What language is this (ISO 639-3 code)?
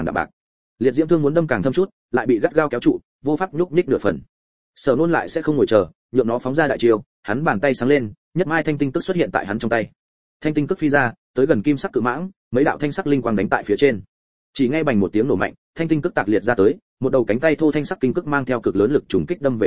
vie